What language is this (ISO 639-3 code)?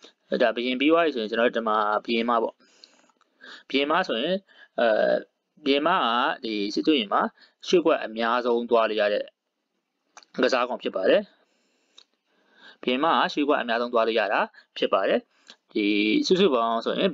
mya